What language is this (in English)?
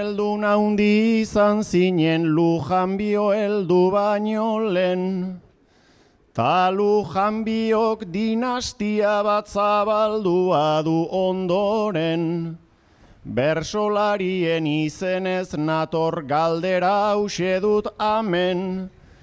Basque